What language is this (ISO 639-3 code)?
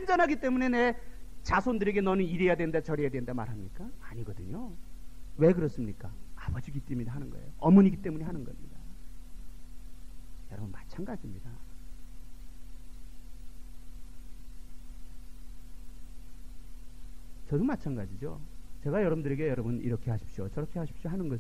kor